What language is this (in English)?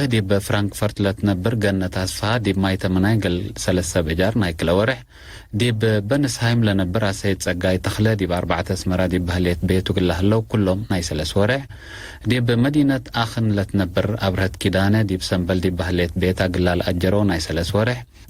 Tigre